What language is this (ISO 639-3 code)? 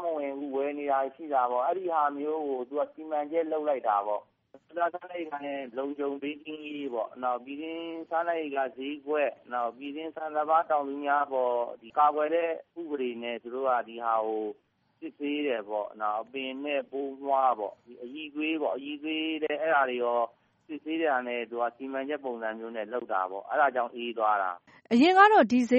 mya